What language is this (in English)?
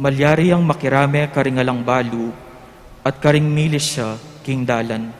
Pampanga